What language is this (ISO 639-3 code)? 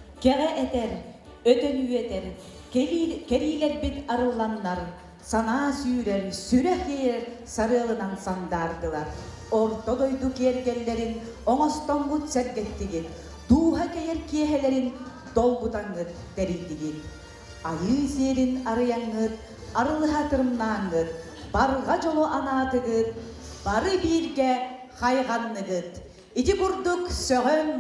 sah